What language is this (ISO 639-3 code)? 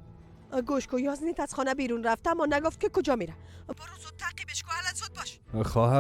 fas